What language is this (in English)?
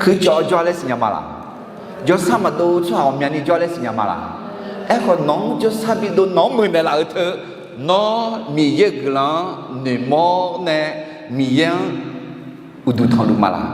Akha